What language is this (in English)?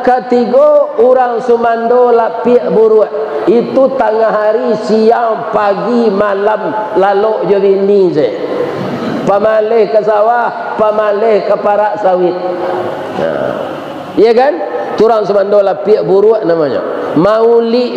Minangkabau